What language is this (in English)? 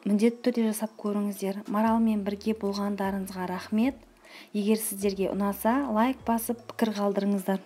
Kazakh